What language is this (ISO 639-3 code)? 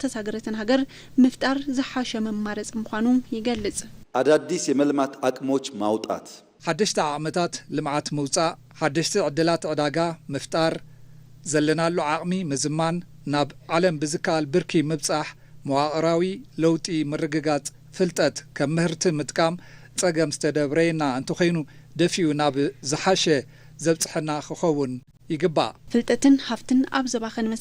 tir